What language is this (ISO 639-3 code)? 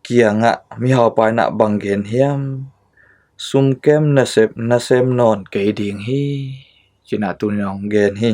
ctd